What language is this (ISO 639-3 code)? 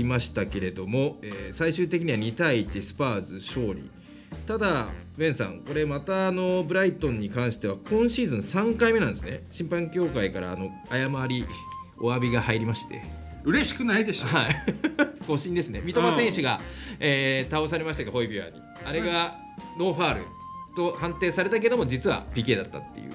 jpn